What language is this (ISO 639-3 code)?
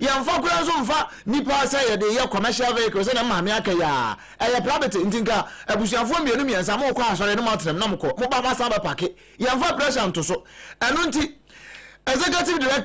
aka